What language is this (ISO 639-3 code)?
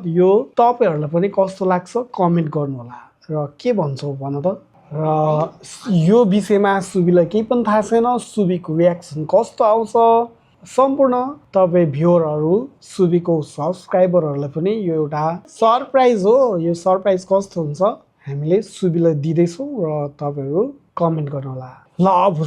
nep